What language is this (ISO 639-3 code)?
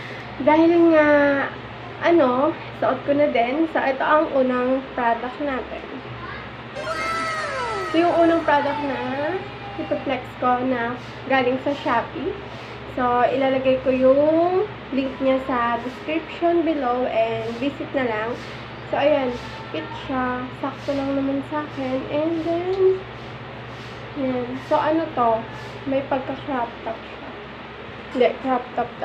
fil